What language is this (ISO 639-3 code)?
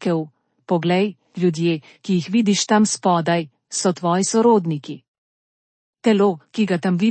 slv